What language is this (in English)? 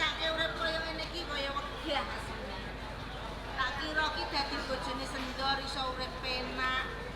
Javanese